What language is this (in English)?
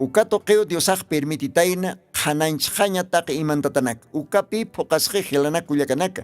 Aymara